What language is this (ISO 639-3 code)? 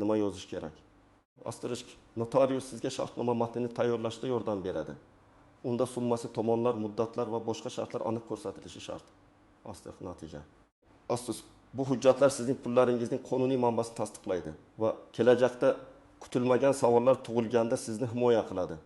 uzb